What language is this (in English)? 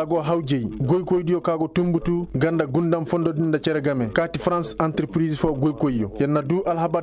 Koyraboro Senni